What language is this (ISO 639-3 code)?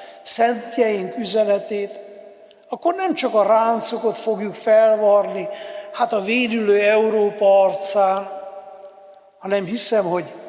hun